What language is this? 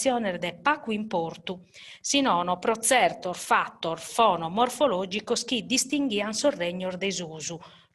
Sardinian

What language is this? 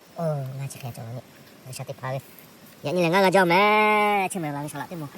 Lahu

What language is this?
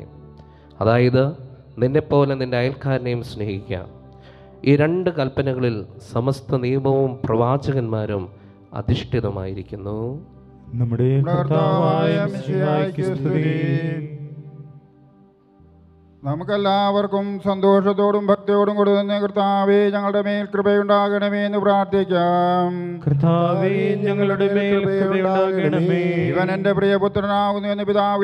Malayalam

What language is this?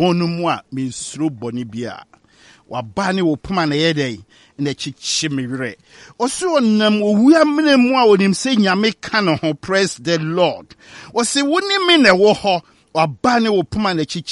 Akan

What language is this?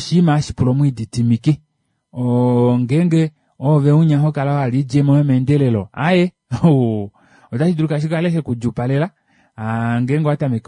Kuanyama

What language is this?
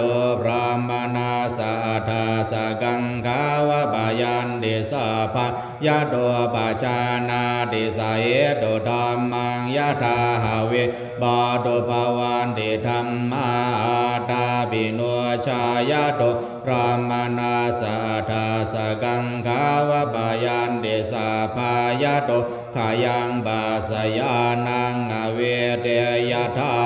Pali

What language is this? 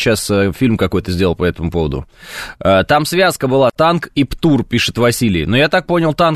Russian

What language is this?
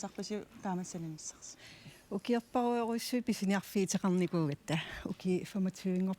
Kalaallisut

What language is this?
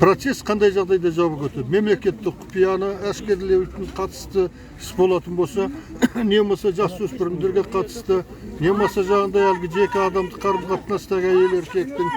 Kazakh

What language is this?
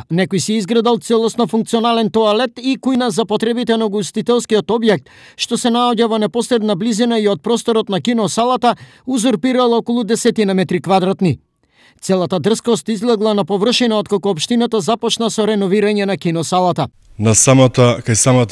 Macedonian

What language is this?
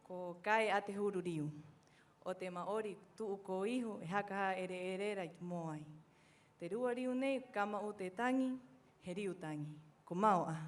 Rapanui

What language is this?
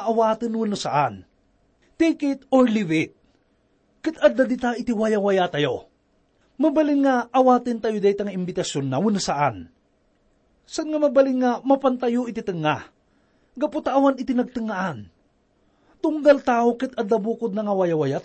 Iloko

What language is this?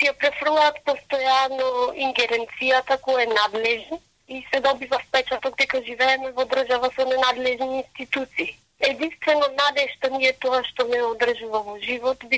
Macedonian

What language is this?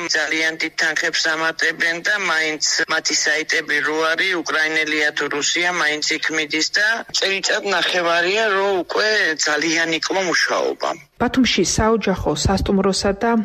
Georgian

